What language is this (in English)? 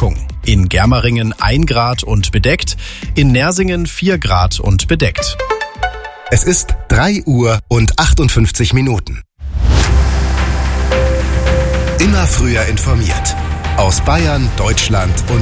German